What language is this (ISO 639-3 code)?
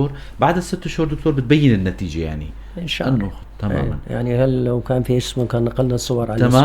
apc